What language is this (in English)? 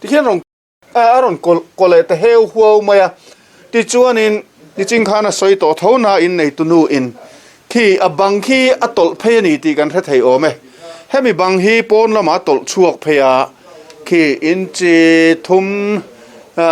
Mizo